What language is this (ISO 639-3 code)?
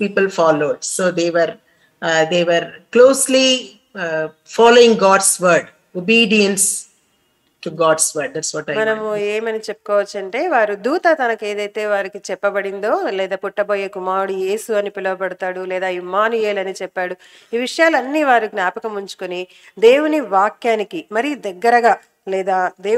tel